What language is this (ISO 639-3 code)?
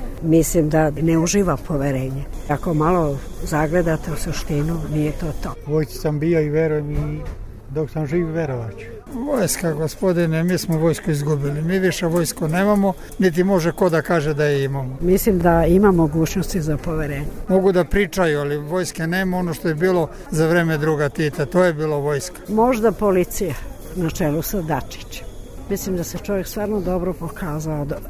srp